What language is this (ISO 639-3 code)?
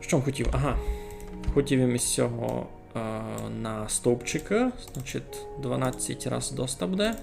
rue